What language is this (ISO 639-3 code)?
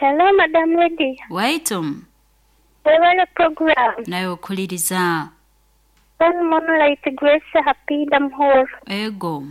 nyo